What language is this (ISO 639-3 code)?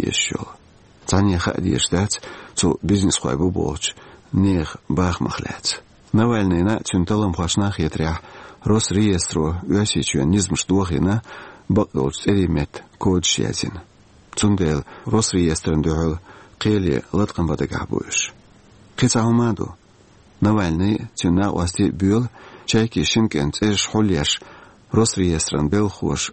che